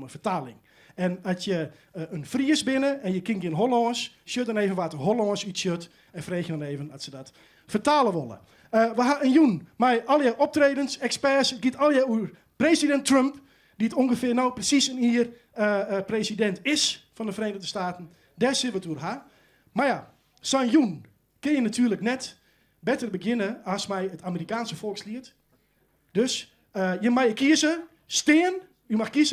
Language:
Western Frisian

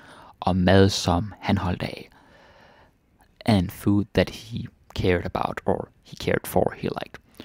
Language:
Danish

